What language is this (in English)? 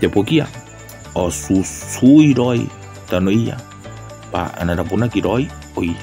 Gilbertese